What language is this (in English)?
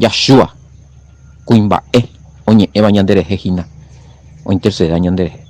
Guarani